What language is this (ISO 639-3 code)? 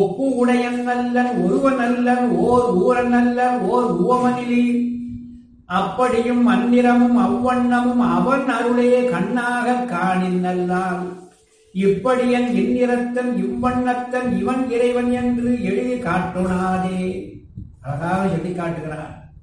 tam